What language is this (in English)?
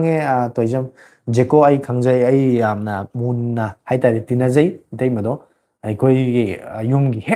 Manipuri